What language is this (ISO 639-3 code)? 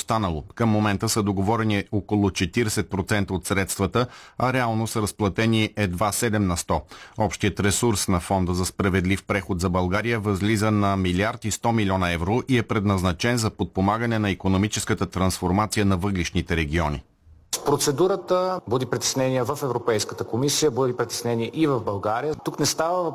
bul